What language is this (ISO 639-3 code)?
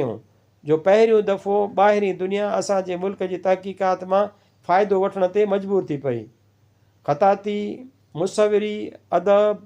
snd